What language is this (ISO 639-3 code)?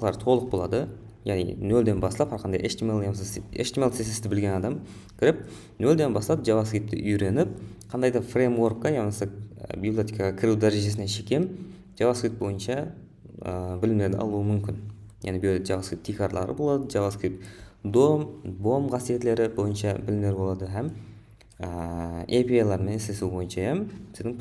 kaa